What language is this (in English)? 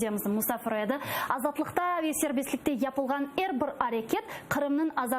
Crimean Tatar